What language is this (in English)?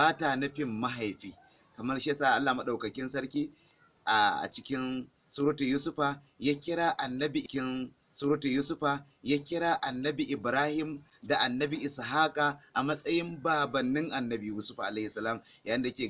Hausa